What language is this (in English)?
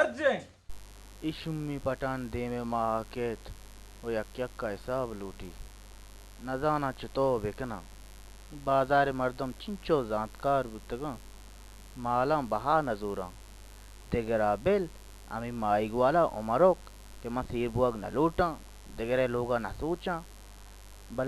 Eastern Balochi